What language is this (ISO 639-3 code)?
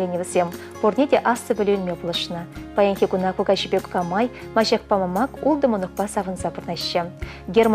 chv